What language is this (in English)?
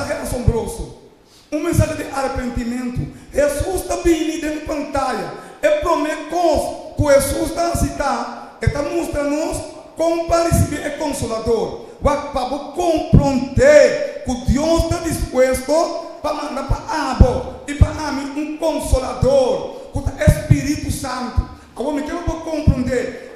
Papiamento